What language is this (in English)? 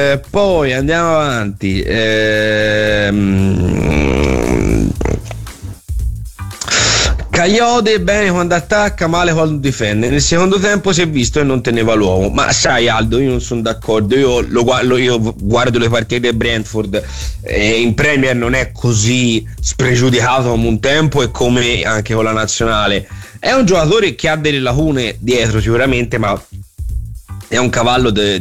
Italian